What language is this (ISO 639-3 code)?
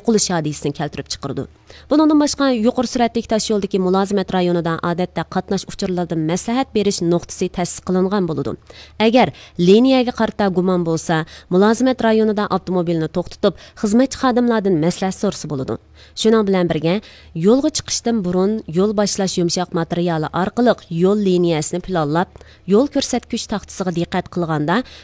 uig